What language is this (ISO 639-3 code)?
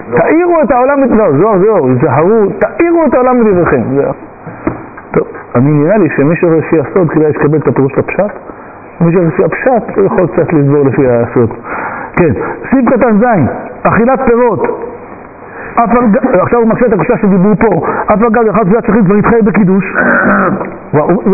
heb